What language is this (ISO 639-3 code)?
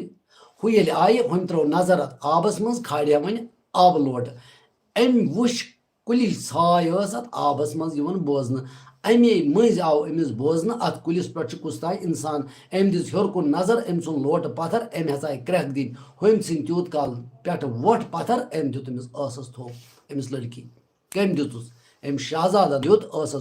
kas